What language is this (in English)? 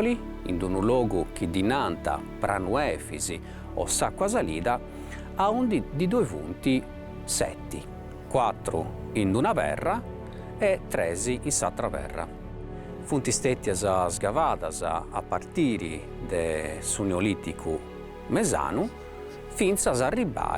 Sardinian